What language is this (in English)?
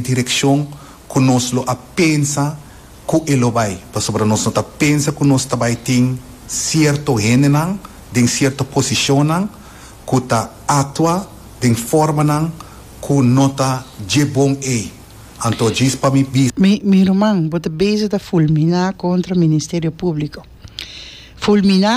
Papiamento